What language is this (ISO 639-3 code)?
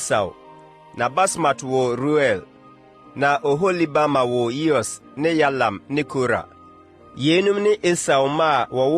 aka